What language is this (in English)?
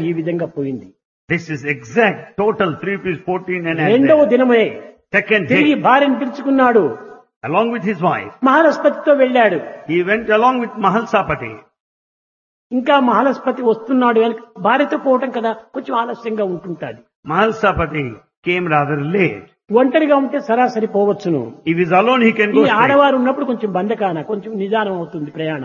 Telugu